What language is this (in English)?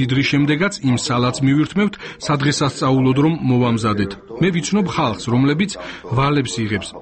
Georgian